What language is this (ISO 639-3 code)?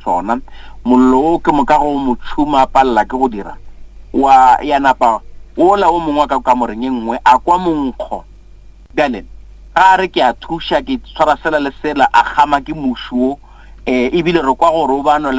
nso